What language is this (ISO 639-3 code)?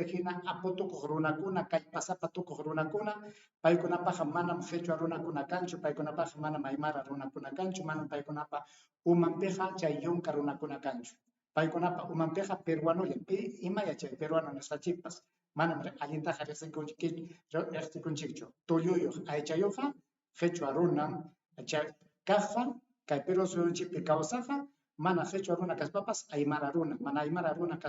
quy